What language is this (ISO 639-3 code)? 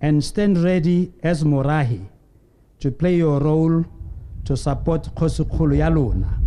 tsn